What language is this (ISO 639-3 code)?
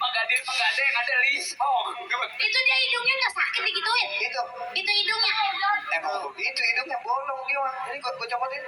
bew